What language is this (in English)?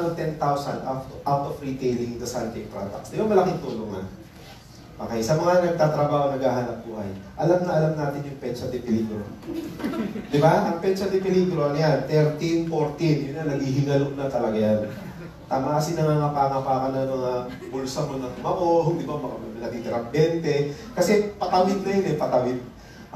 Filipino